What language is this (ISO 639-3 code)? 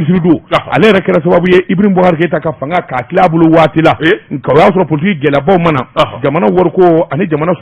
bam